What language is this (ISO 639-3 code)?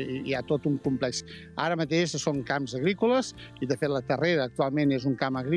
cat